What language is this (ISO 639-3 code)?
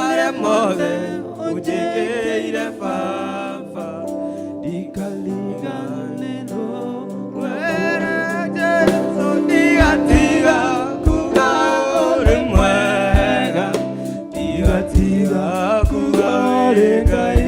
kik